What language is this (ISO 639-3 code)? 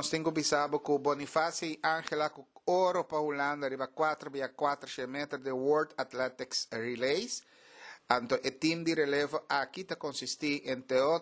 pap